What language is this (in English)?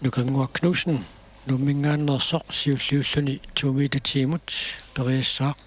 Kalaallisut